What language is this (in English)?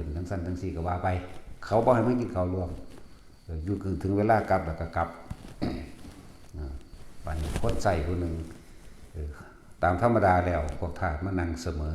Lao